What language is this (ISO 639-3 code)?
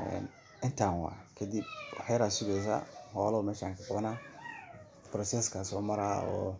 som